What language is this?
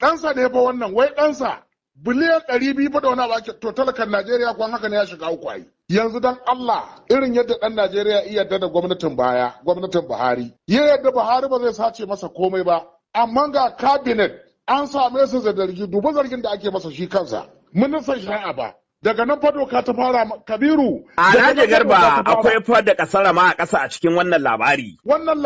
Hausa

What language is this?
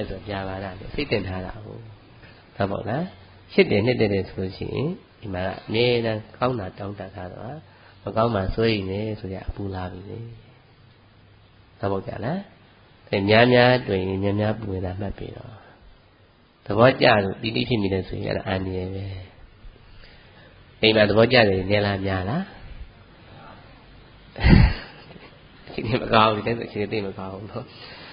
Burmese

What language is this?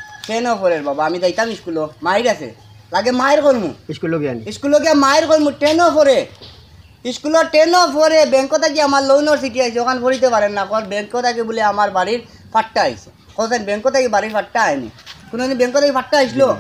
Sylheti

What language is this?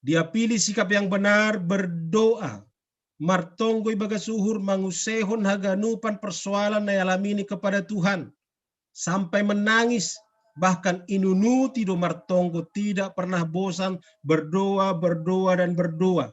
Batak Simalungun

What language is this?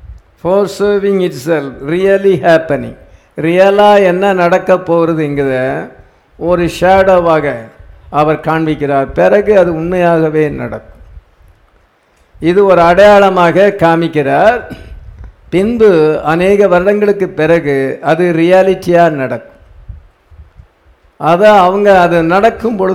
Tamil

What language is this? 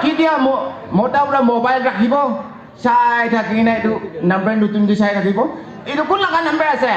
Naga Pidgin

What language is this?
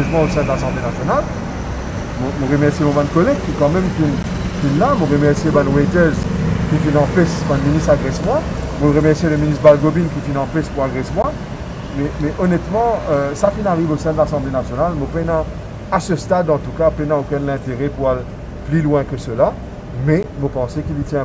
Morisyen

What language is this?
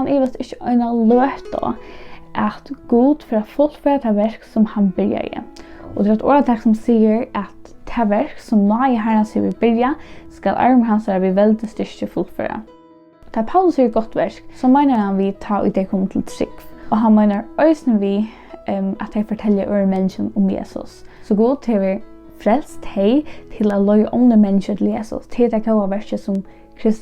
Faroese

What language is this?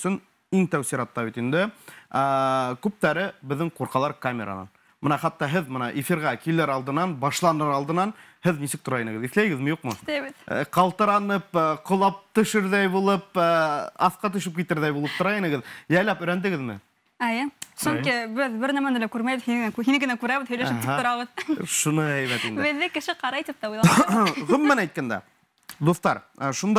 Bashkir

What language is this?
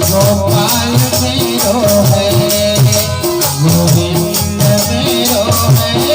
Chhattisgarhi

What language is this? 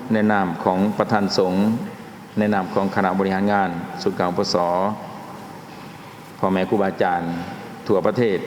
Lao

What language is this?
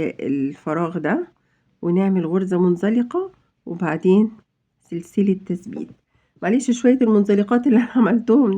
Egyptian Arabic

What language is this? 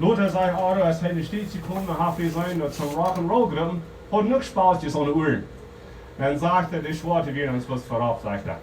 Plautdietsch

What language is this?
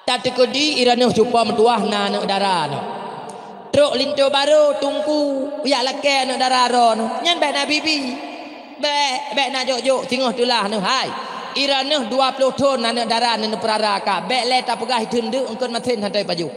Achinese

